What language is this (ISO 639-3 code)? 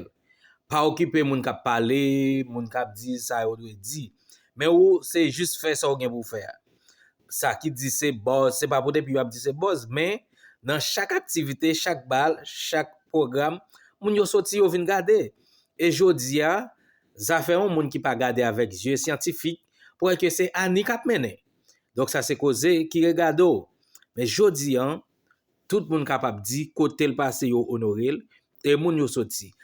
hat